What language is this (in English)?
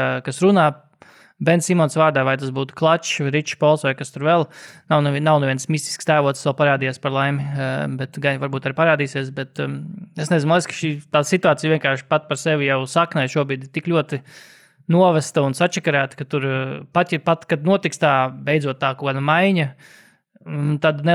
Latvian